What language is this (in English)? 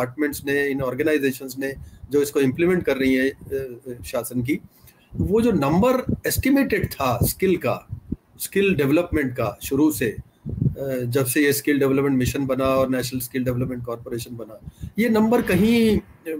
Hindi